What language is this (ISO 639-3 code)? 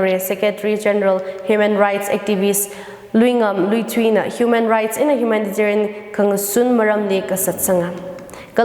nmf